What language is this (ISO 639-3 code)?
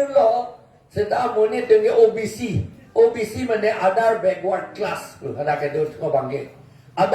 mjw